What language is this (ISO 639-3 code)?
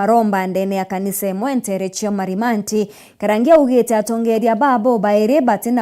mer